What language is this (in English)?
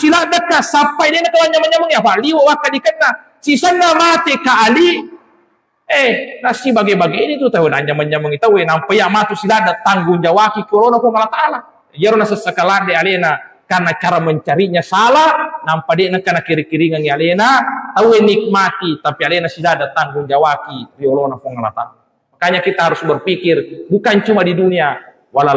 Buginese